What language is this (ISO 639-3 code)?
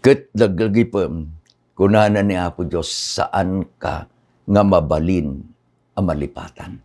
ilo